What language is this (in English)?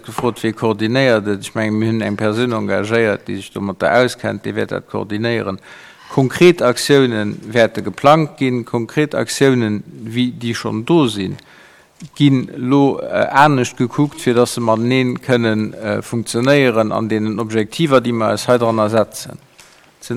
Luxembourgish